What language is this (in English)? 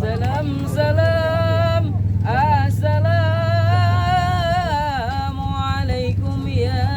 Betawi